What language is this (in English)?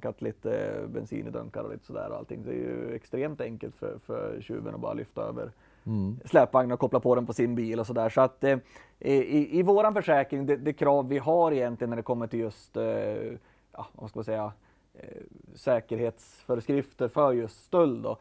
Swedish